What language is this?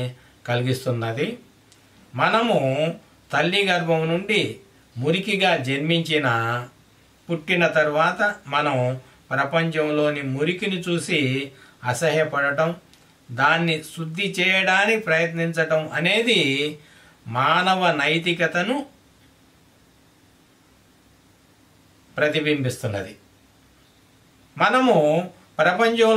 Telugu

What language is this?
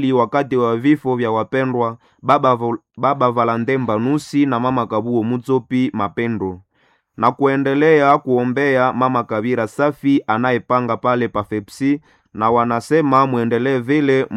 Swahili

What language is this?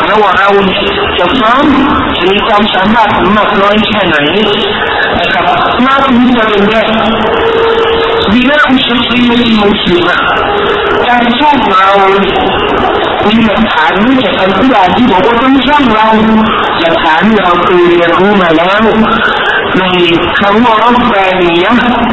Thai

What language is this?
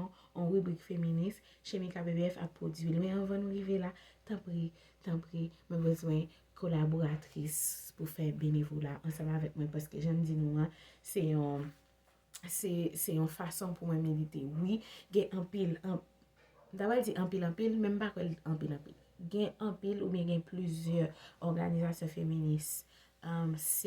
Haitian Creole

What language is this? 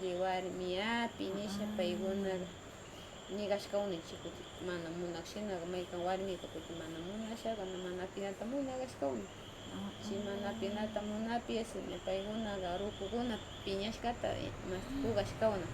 Northern Pastaza Quichua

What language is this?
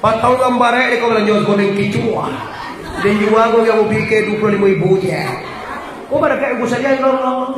Minangkabau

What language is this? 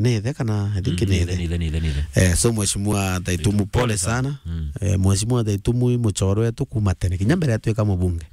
Meru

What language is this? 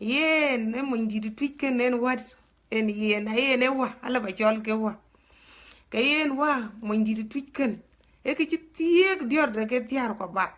Dinka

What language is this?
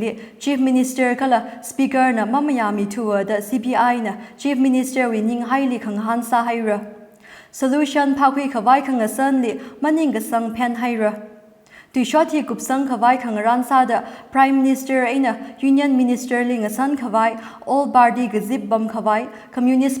Tangkhul Naga (India)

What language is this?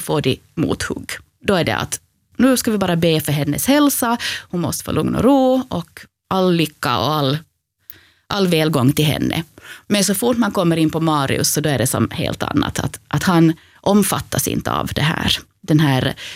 Swedish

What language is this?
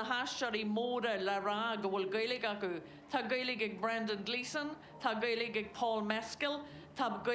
Irish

